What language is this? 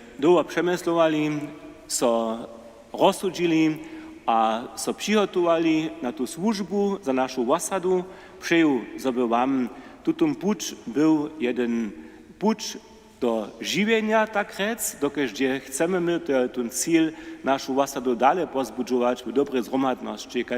Upper Sorbian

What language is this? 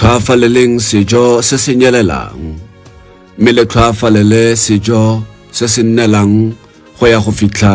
Tswana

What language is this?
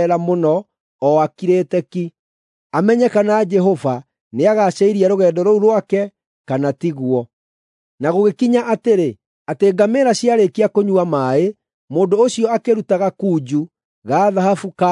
Kikuyu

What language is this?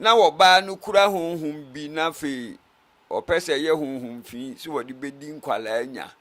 Akan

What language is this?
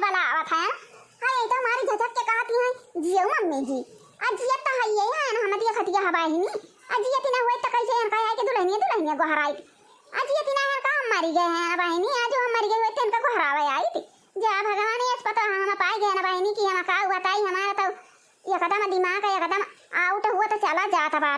Awadhi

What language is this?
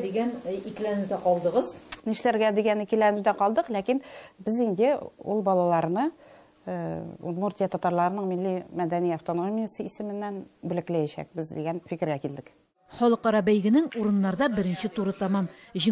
Tatar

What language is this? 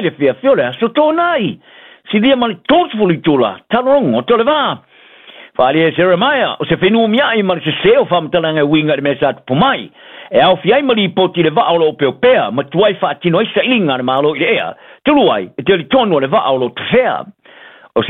Samoan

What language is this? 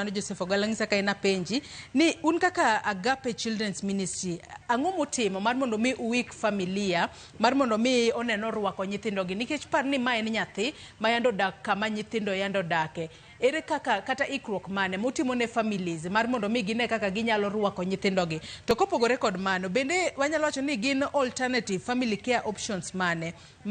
Luo (Kenya and Tanzania)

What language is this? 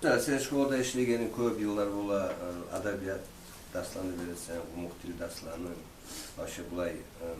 Kumyk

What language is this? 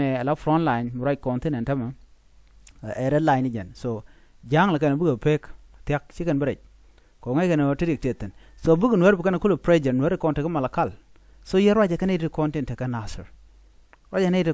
Nuer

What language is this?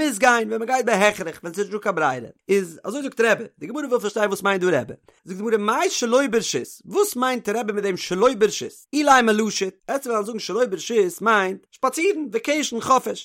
Yiddish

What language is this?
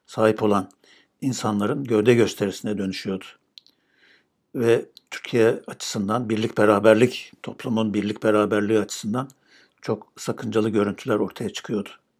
Turkish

